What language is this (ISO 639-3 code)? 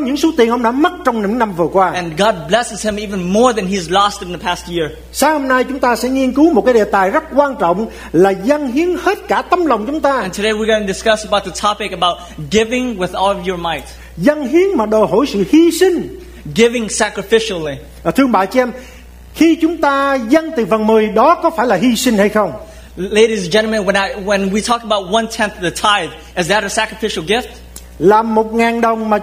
vie